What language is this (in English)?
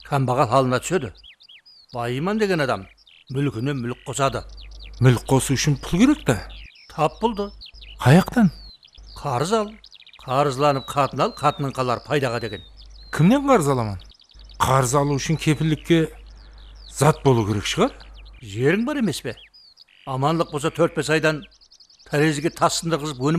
Kara-Kalpak